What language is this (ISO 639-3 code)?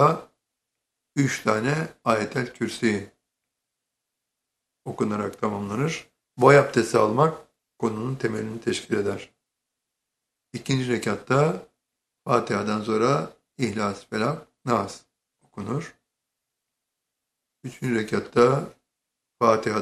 tur